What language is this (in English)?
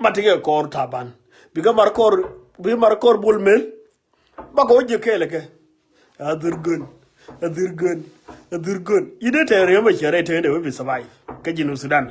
Nuer